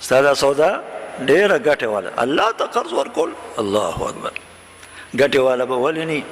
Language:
Pashto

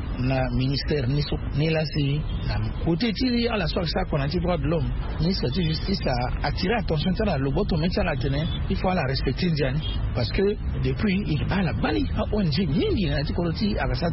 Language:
Sango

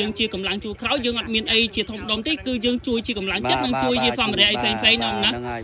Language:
Khmer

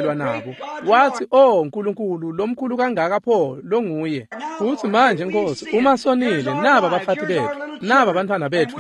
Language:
Swati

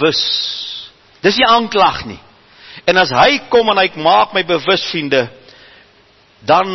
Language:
Afrikaans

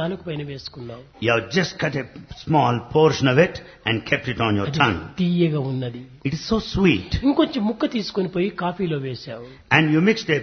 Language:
Telugu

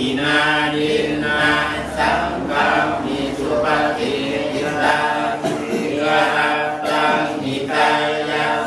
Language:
Pali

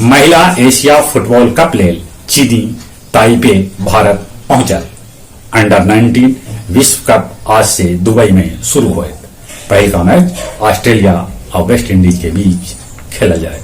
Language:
Magahi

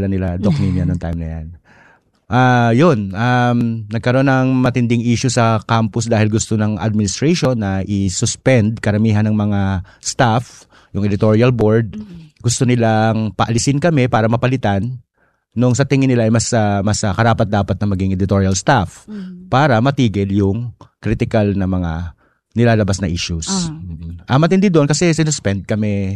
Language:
Filipino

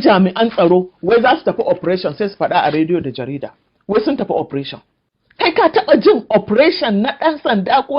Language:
Hausa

